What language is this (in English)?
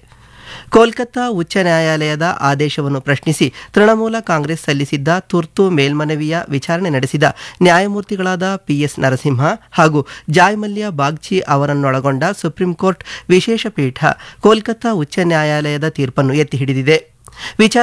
Kannada